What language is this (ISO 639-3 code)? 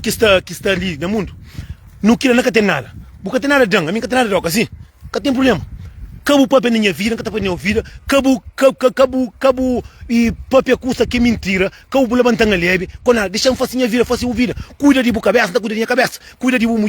kea